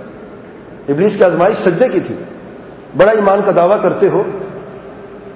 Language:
Urdu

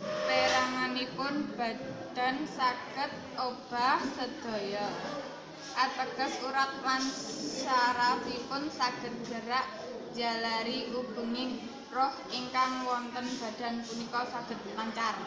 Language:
Javanese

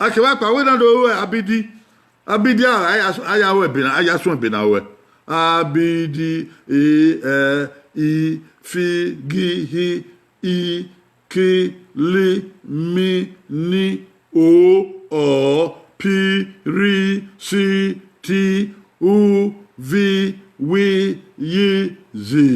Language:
Bini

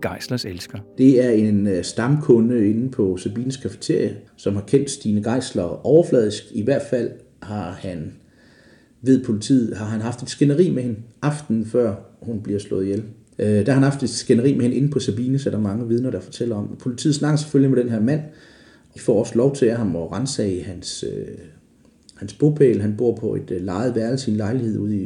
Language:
Danish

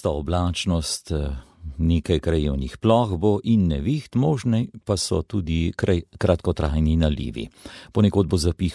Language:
Slovenian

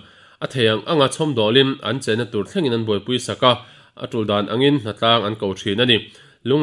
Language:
Mizo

